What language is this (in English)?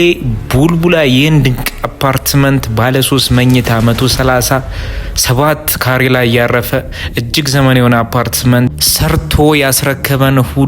Amharic